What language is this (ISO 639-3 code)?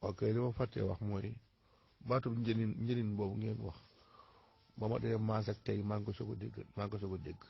wol